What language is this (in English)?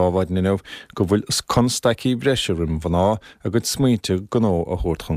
Irish